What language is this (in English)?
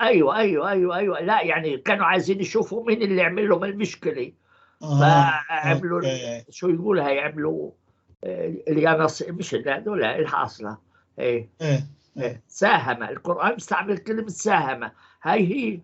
North Levantine Arabic